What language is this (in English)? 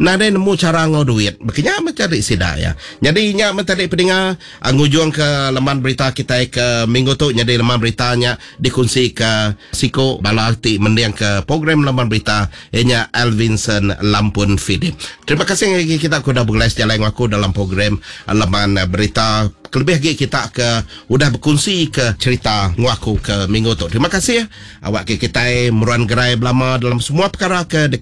Iban